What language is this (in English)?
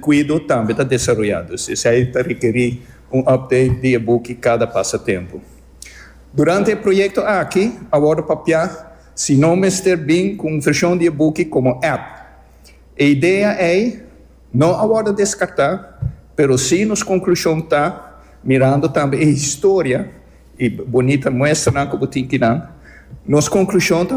Papiamento